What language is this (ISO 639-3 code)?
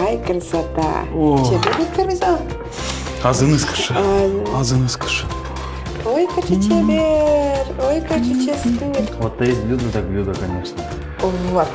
udm